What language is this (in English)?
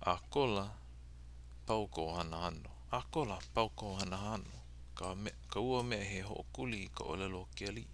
Hawaiian